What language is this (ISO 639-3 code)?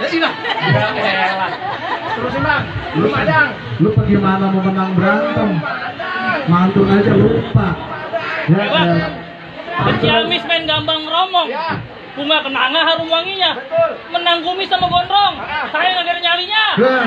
bew